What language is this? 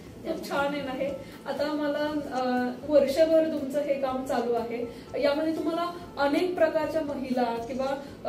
Marathi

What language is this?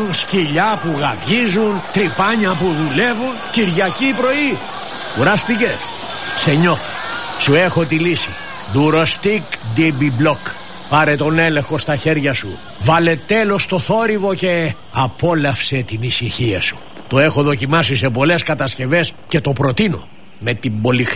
Greek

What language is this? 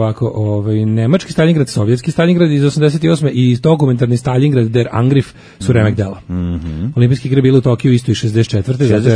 Serbian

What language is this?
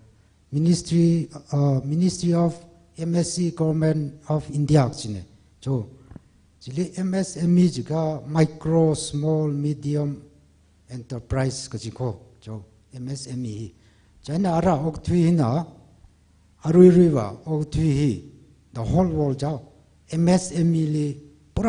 Tangkhul Naga (India)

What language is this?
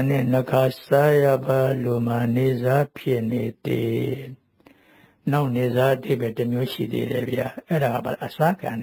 Burmese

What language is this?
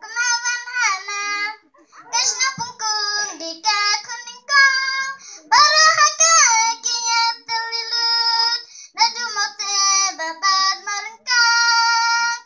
Khasi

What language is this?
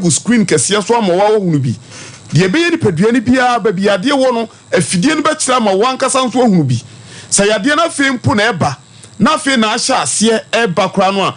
Akan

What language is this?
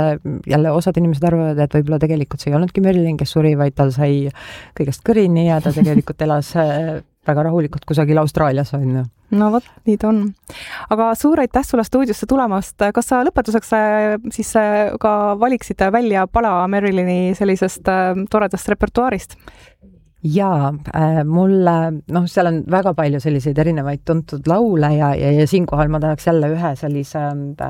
Estonian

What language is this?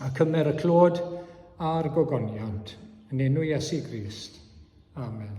Welsh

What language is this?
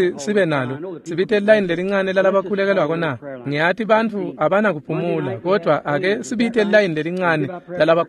Swati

